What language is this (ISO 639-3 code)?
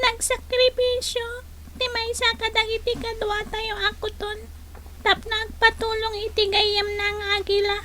ilo